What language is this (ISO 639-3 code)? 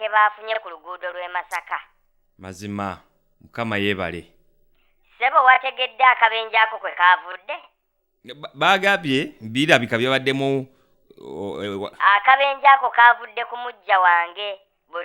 lug